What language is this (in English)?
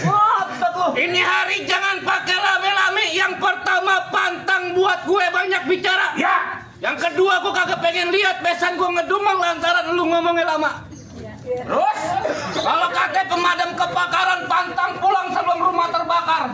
Betawi